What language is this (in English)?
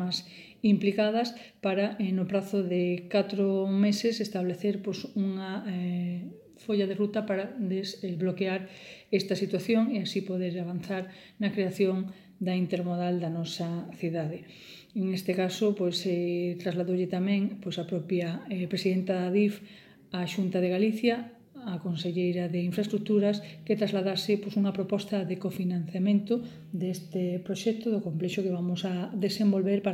Galician